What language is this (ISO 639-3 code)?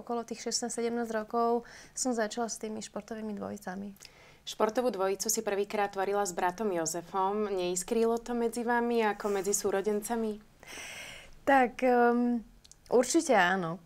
slk